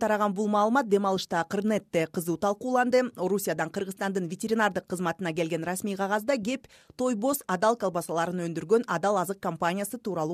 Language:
Kyrgyz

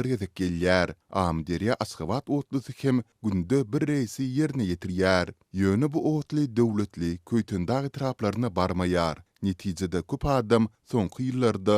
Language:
Turkmen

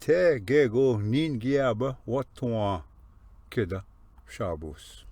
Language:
Ojibwa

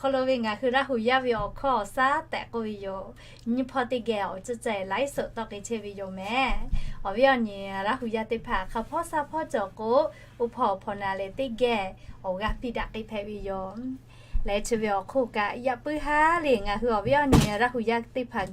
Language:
Lahu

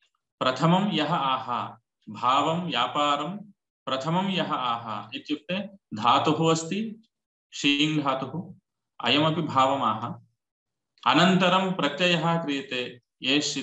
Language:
Sanskrit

